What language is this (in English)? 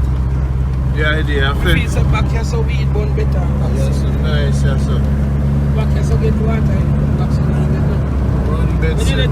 Jamaican Creole English